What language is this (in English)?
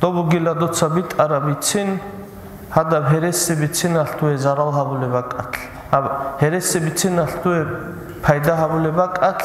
Avaric